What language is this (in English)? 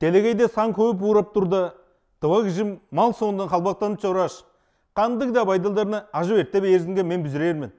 Tuvinian